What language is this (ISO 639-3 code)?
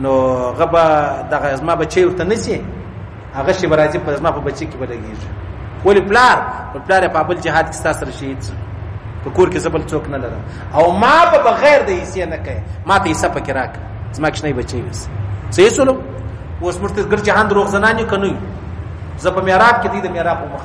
pus